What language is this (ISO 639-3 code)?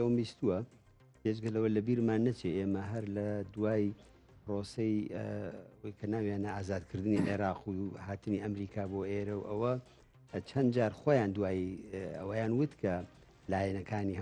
ckb